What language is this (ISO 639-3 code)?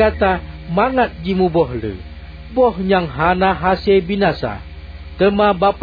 ace